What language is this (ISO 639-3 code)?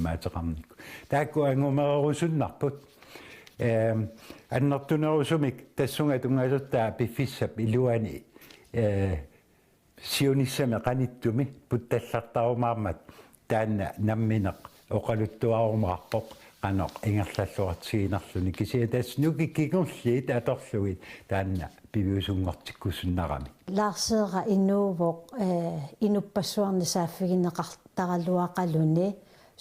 kal